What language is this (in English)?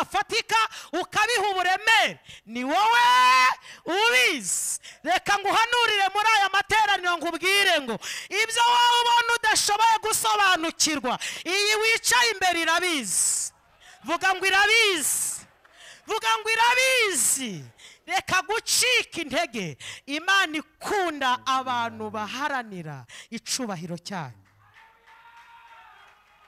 Kinyarwanda